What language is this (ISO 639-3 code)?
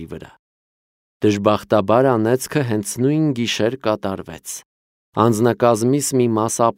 hye